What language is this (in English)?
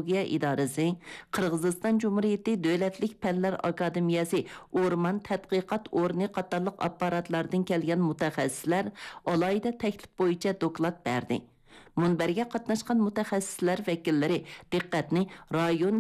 Uyghur